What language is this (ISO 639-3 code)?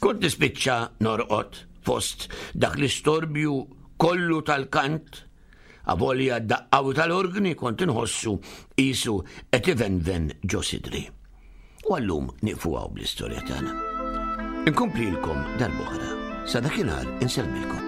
mlt